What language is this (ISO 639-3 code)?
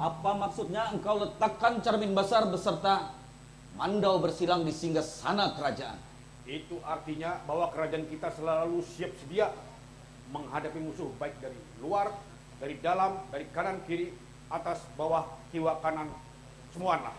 bjn